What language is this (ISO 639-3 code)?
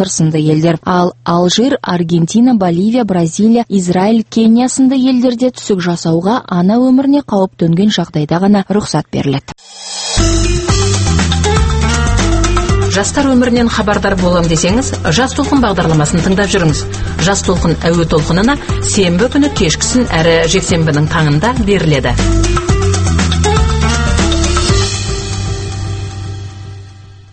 kaz